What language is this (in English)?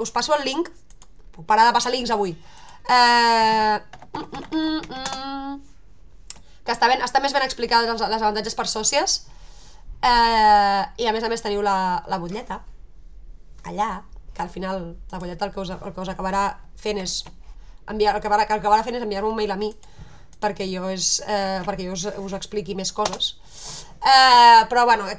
Catalan